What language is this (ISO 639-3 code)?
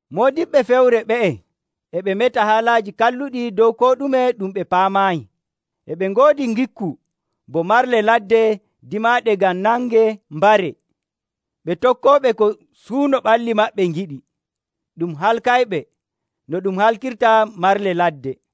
fuv